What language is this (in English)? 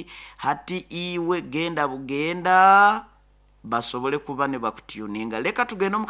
Nyoro